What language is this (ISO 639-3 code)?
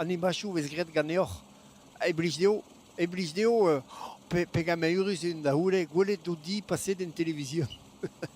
bre